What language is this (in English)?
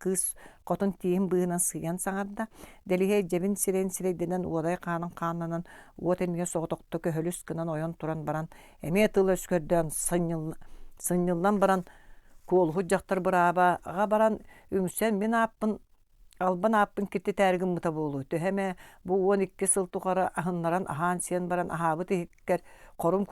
Yakut